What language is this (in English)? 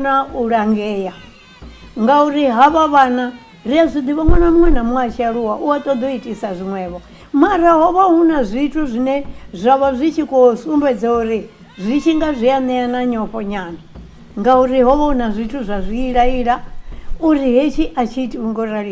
Venda